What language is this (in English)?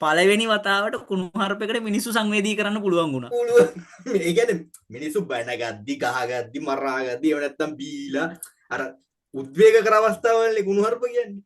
Sinhala